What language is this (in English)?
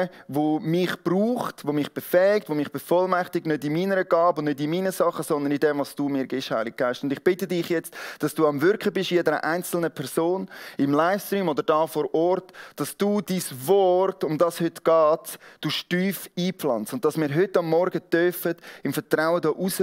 Swiss German